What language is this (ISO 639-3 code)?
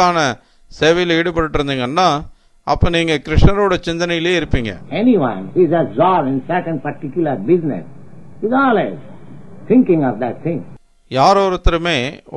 tam